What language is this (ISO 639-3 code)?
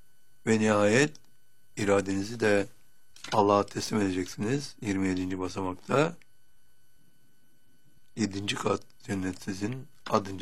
tur